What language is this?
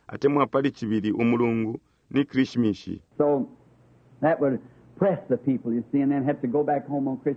Bemba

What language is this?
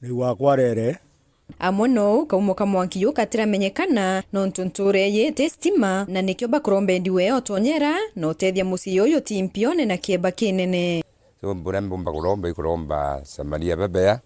Meru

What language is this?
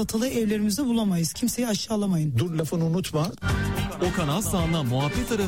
Turkish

